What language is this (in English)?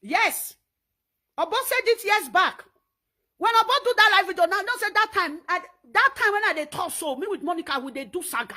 Nigerian Pidgin